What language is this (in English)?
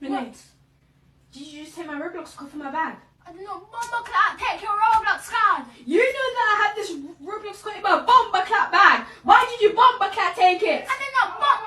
Jamaican Creole English